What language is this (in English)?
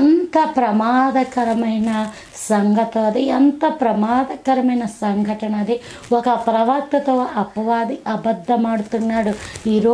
Telugu